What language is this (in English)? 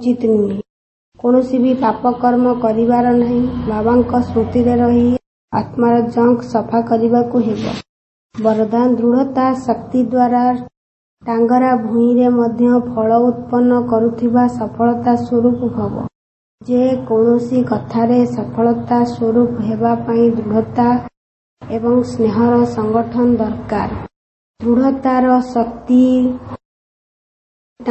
Odia